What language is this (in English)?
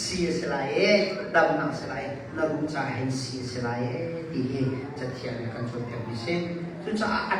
Hakha Chin